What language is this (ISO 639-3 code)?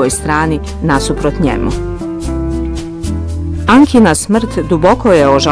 bos